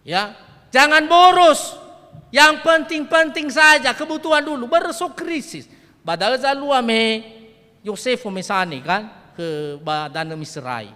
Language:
Nias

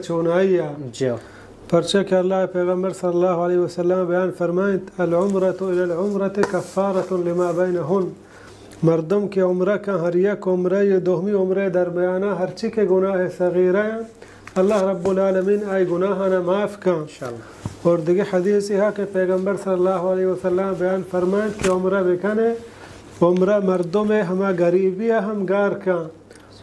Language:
Baluchi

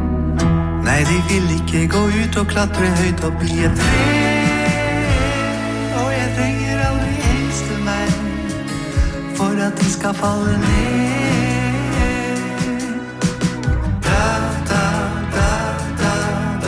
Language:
Norwegian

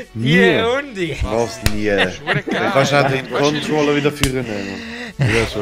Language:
Swiss German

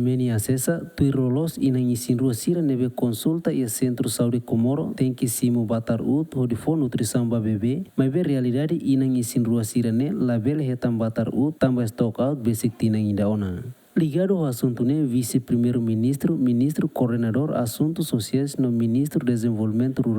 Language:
Tetum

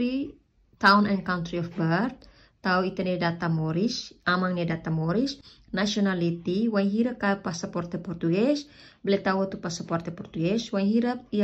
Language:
Tetum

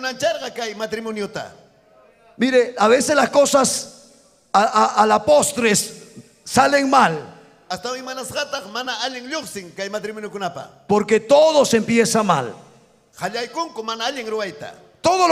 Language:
Ayacucho Quechua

